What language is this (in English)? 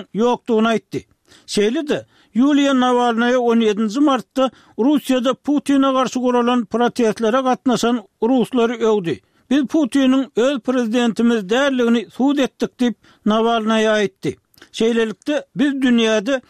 Turkmen